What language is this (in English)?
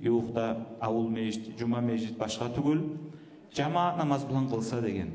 Kumyk